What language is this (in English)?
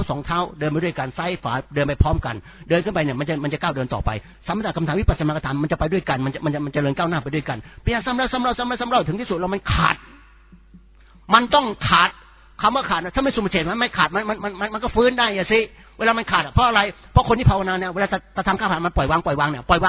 Thai